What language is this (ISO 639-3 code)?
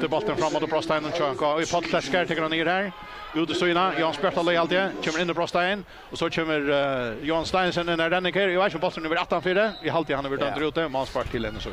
fao